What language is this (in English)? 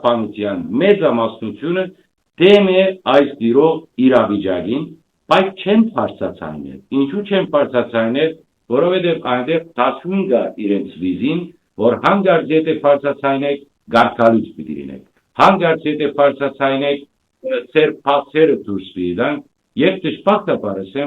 Western Armenian